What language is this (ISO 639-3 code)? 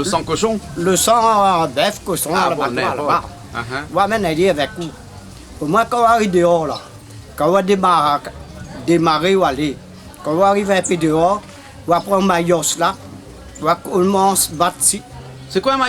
rcf